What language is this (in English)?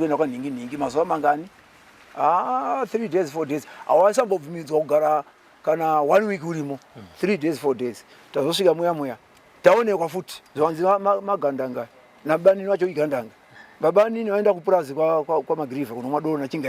Shona